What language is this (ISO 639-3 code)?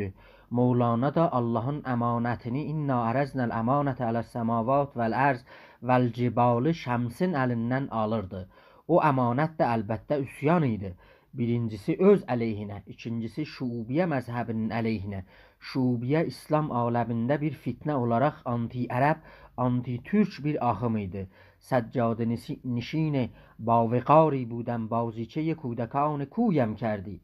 azb